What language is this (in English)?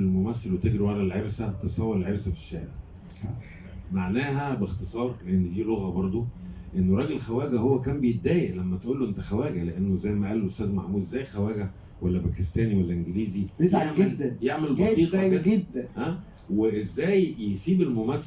Egyptian Arabic